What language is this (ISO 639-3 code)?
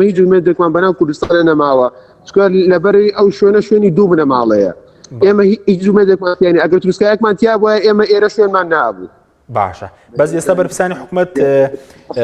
ckb